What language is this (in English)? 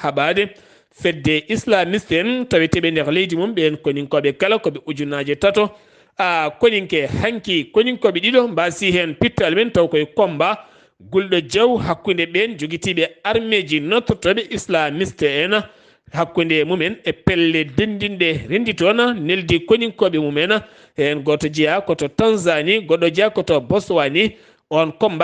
Fula